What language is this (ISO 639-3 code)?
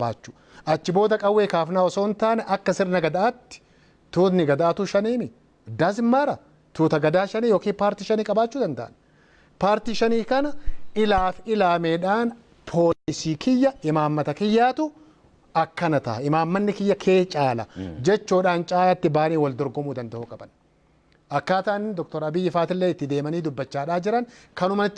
orm